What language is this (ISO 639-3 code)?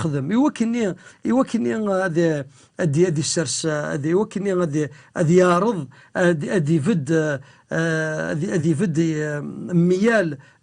kab